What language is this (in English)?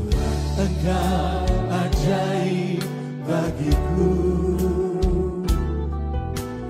Indonesian